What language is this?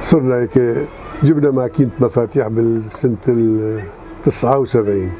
North Levantine Arabic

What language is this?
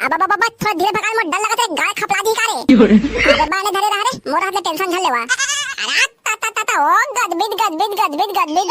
Chhattisgarhi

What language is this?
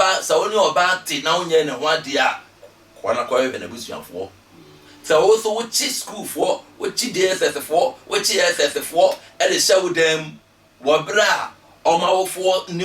Akan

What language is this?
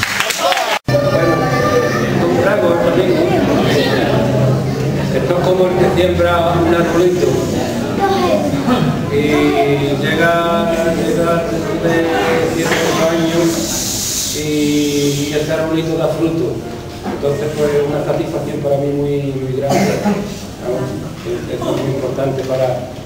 Spanish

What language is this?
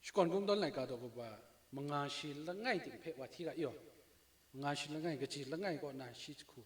Kachin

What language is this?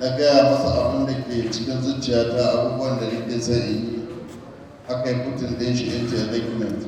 Hausa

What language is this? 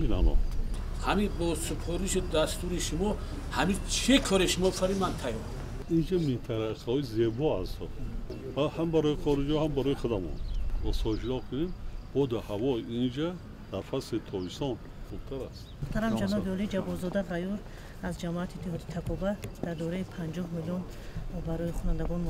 Tajik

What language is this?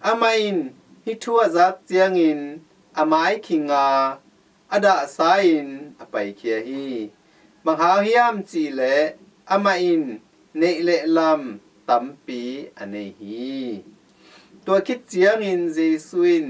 Tedim Chin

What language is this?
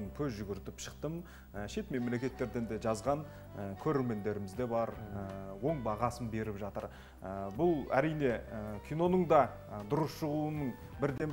Kazakh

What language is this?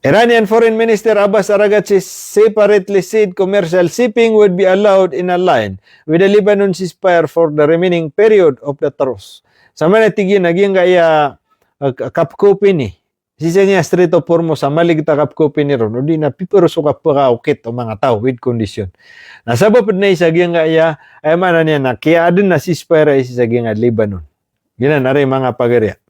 Maranao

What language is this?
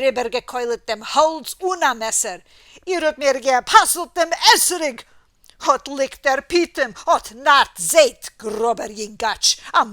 Yiddish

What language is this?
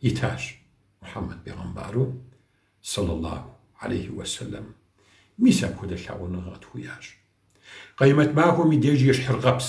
Kabardian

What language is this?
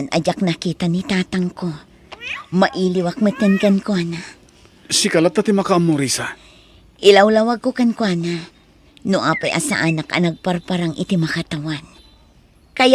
Iloko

